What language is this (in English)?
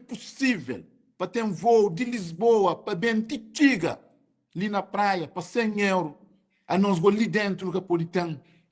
Kabuverdianu